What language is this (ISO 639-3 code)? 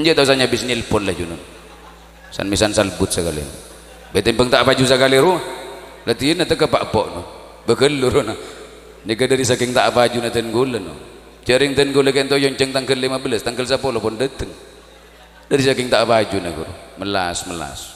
mad